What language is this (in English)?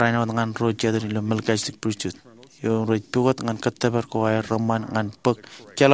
Marshallese